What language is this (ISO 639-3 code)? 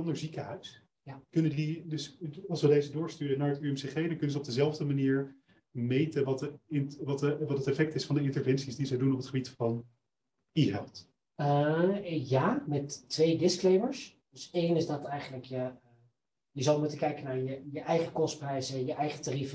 nld